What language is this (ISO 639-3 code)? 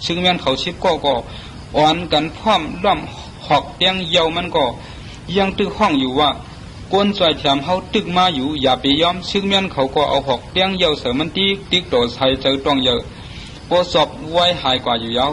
shn